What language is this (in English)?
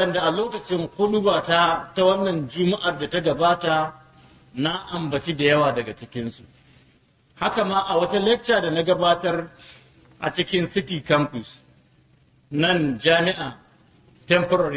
Hausa